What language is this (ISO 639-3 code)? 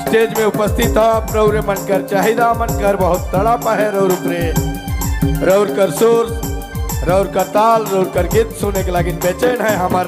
sck